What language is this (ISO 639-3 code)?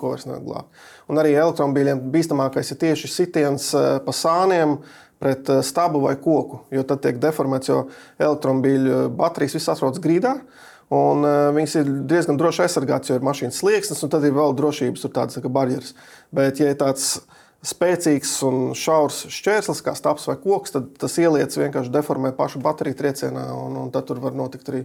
lav